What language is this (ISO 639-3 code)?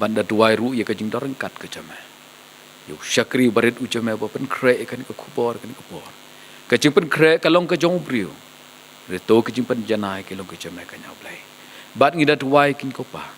kha